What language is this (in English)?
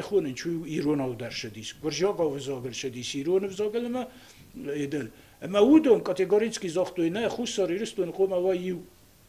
Ossetic